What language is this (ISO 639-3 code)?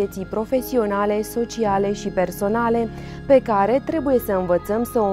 ron